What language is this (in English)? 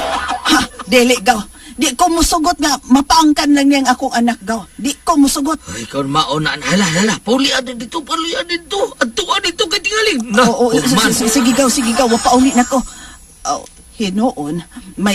Cebuano